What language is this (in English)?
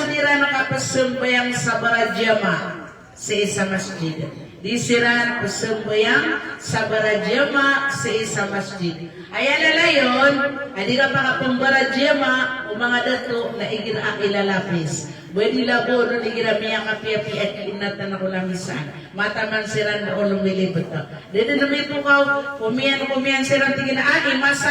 Maranao